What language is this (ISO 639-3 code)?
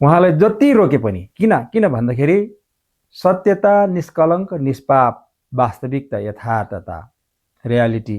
nep